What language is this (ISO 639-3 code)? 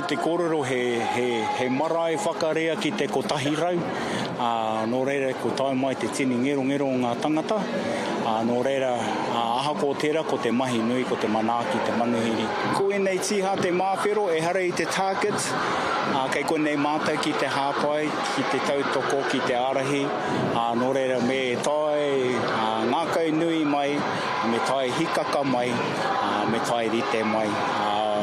mri